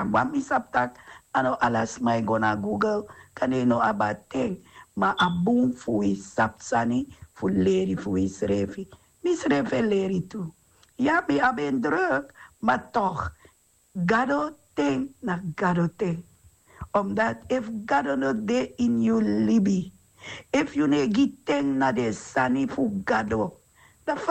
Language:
Sranan Tongo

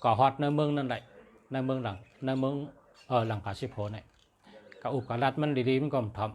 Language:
Shan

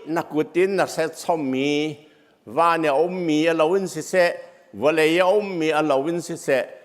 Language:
Hakha Chin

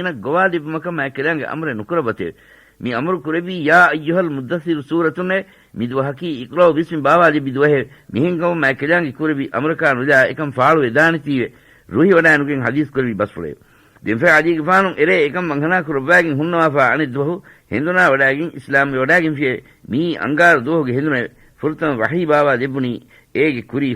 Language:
Divehi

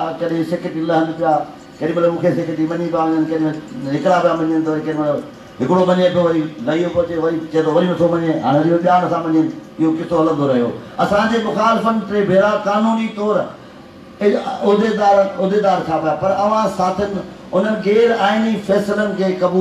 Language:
Sindhi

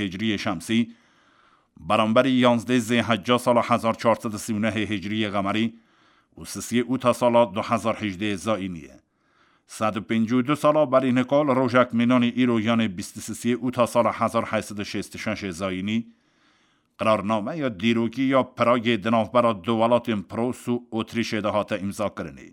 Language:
Kurdish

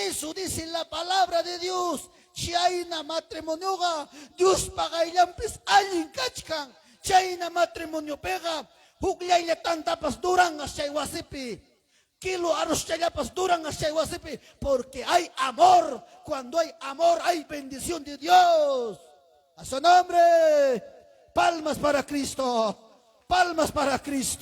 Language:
Ayacucho Quechua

